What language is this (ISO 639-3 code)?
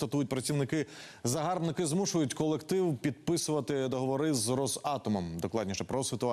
ukr